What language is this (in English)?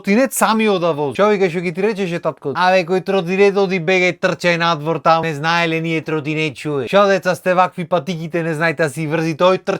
Macedonian